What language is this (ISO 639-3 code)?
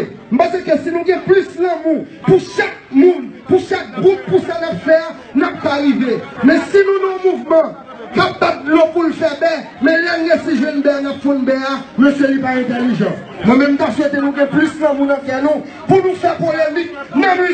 hat